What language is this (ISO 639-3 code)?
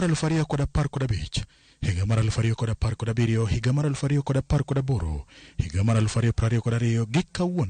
luo